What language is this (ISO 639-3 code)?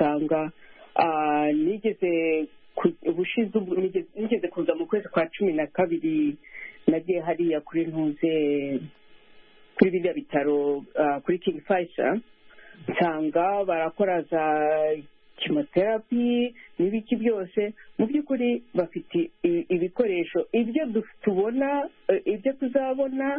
kin